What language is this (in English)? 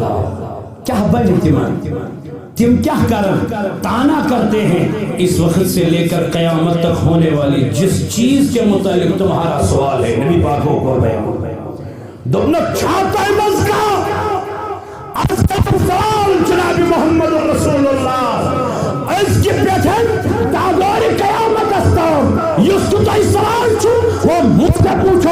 Kashmiri